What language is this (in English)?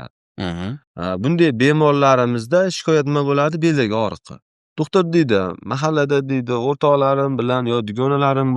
Uzbek